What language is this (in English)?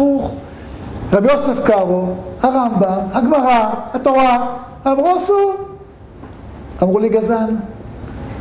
Hebrew